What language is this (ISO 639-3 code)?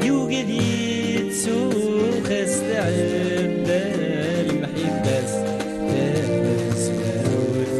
kab